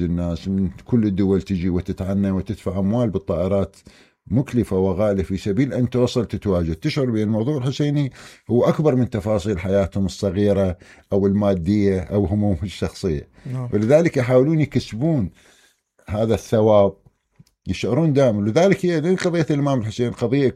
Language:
Mesopotamian Arabic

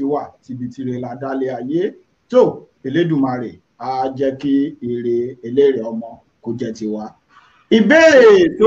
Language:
Yoruba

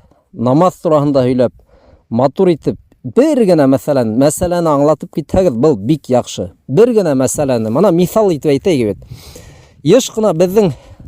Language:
Bashkir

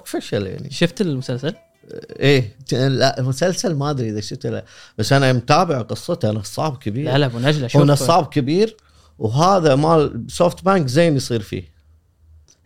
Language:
Gulf Arabic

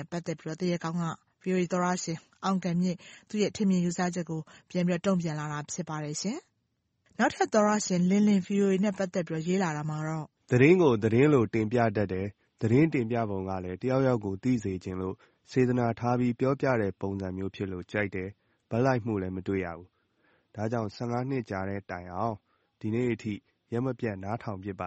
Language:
Burmese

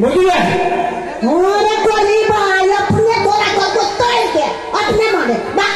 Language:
Maithili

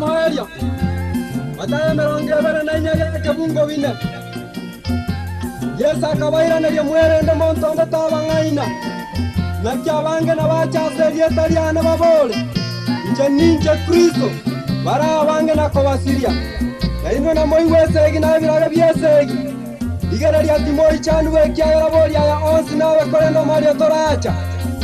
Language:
Gusii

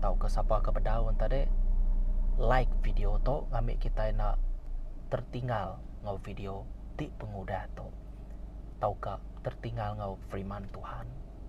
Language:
Iban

